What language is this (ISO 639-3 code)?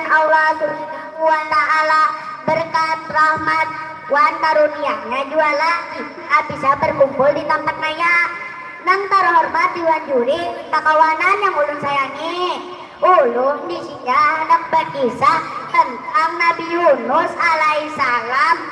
bjn